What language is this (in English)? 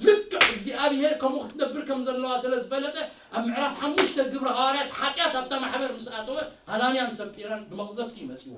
Tigrinya